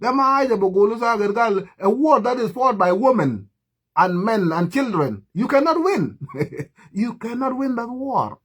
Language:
Nuer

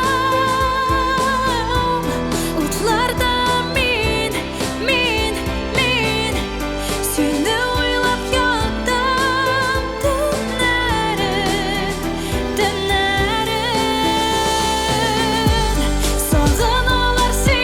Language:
Tatar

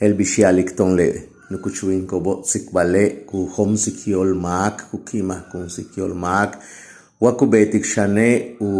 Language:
Yucateco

